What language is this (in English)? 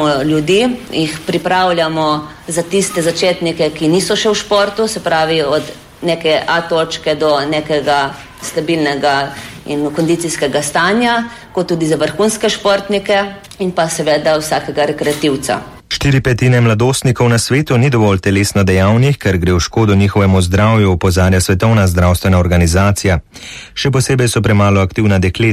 Slovenian